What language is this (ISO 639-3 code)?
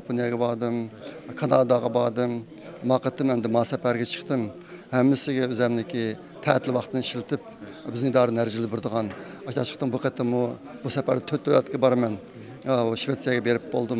uig